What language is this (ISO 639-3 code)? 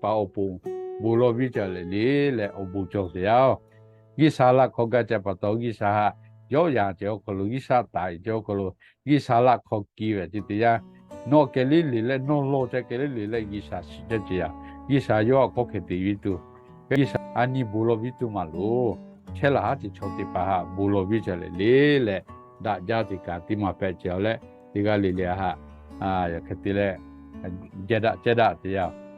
lhu